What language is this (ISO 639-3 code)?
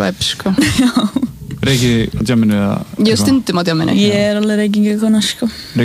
isl